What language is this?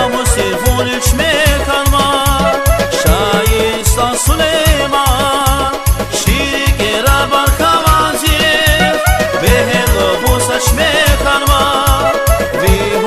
Lezghian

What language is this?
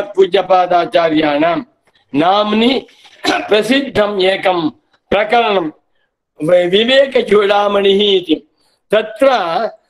Sanskrit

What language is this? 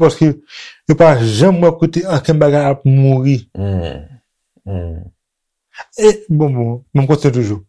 Haitian Creole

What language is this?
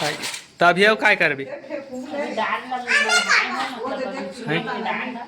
Chhattisgarhi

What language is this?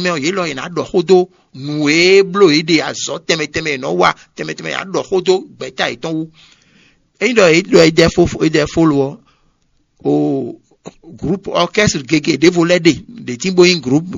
Fon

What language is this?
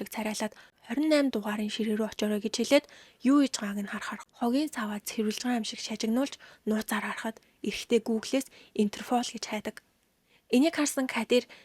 Mongolian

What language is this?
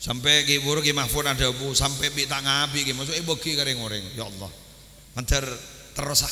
Madurese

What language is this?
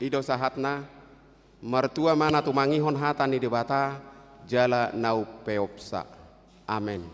Batak Toba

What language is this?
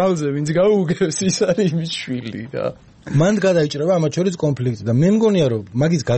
Georgian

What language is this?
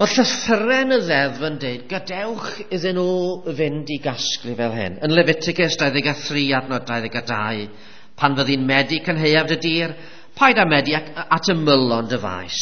Welsh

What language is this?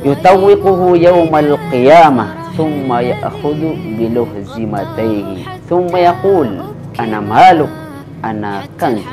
Maranao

